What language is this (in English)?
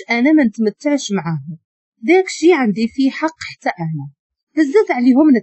Moroccan Arabic